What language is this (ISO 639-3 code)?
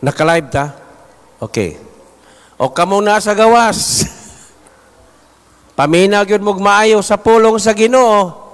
ceb